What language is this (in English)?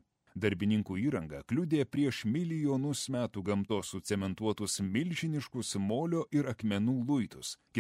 Lithuanian